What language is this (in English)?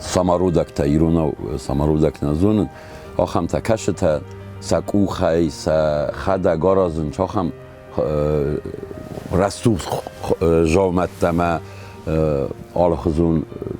Ossetic